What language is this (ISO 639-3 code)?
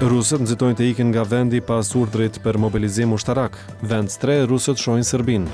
sqi